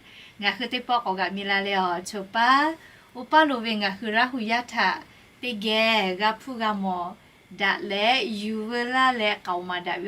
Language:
Lahu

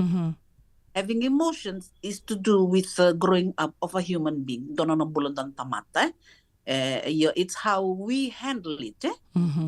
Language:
Fijian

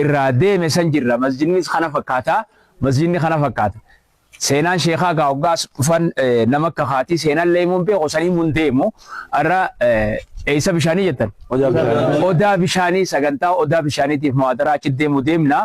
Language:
Oromo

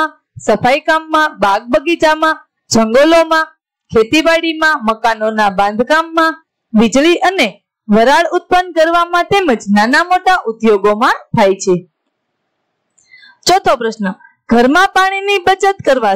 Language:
Gujarati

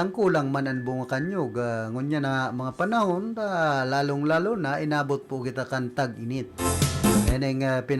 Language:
Bikol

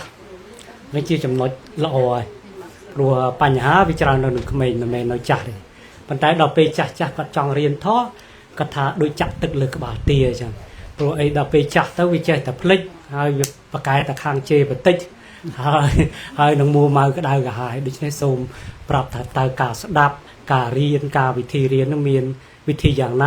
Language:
Khmer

